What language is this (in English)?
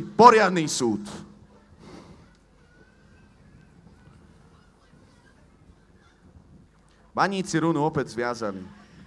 Slovak